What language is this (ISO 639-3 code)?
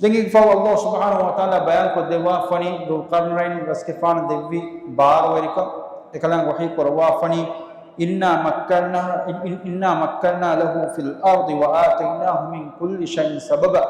div